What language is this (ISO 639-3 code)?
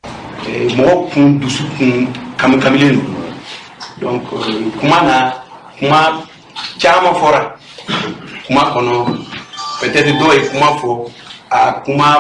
bam